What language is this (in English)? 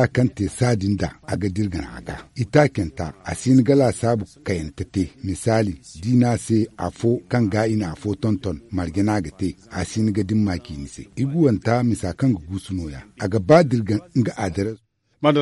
Zarma